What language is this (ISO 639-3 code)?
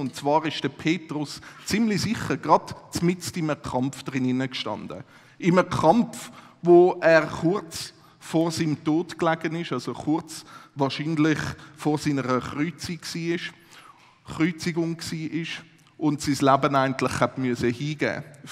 gsw